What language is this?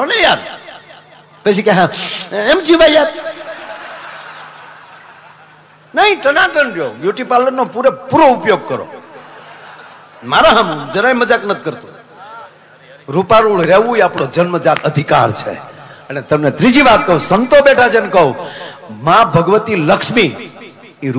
Gujarati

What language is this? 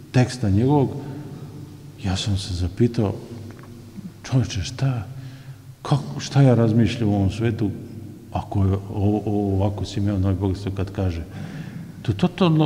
Serbian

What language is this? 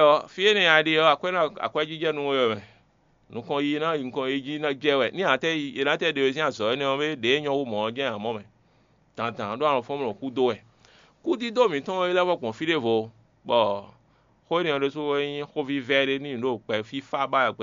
Fon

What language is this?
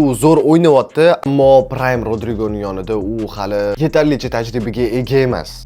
Uzbek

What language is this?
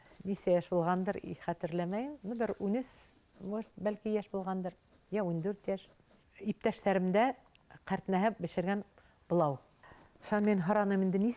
Bashkir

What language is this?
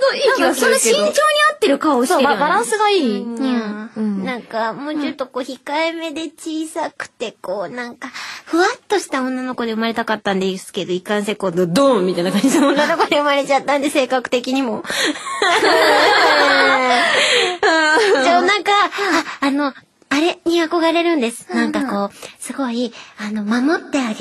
Japanese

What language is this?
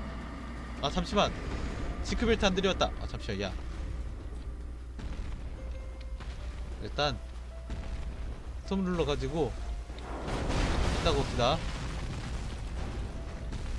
Korean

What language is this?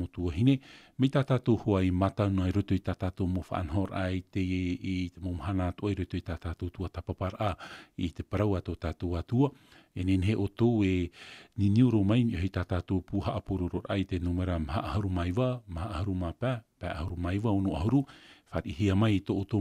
Tahitian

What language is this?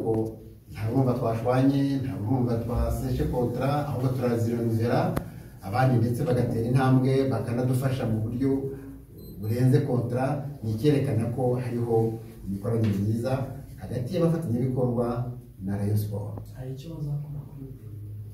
Kinyarwanda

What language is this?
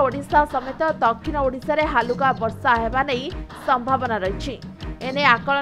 Odia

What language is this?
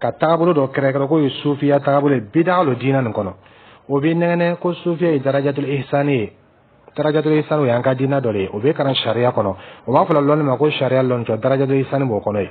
Dyula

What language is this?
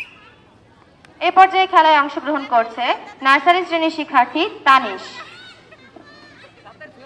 Bangla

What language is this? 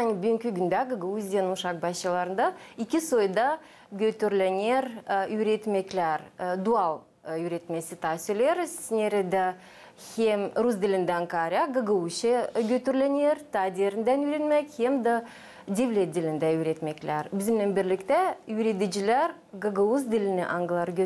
Gagauz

